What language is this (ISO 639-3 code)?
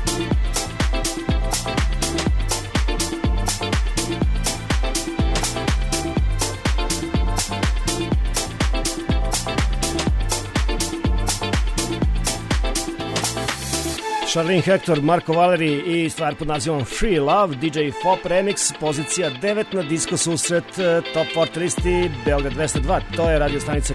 srp